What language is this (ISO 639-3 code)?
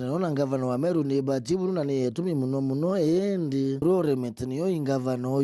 mer